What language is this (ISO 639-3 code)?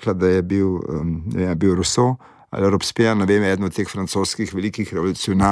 slv